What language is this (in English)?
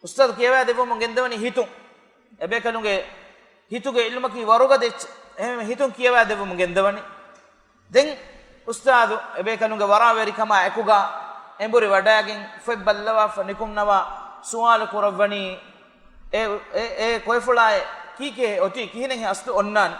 Divehi